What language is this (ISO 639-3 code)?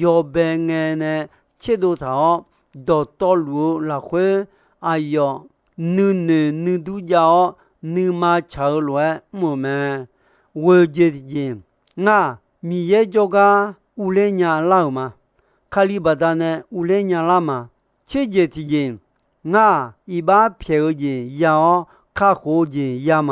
ahk